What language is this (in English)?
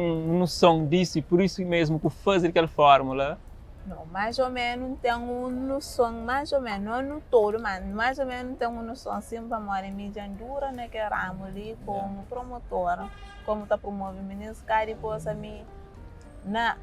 Kabuverdianu